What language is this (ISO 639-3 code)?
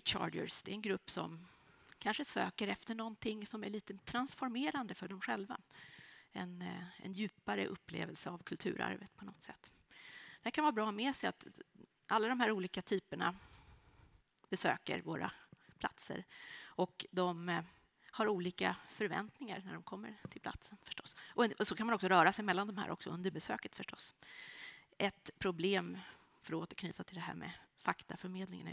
swe